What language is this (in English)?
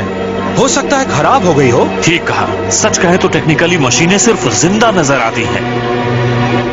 Hindi